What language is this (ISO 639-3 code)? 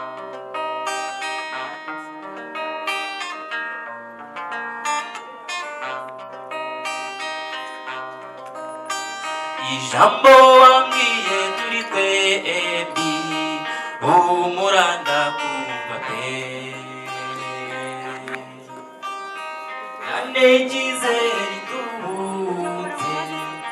kin